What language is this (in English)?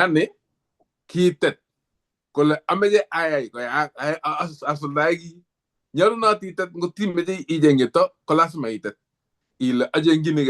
Kalenjin